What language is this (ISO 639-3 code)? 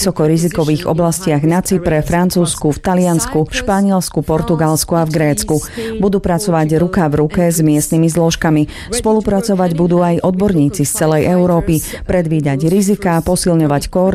slk